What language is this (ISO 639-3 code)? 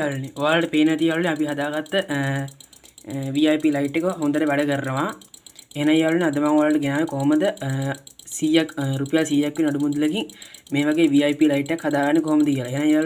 sin